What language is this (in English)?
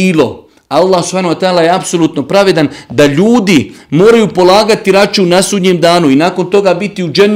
Bosnian